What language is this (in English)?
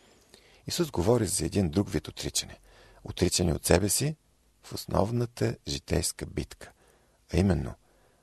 Bulgarian